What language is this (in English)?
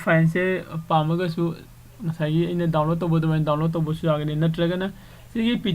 Manipuri